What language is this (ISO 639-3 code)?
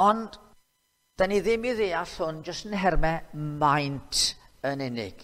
cym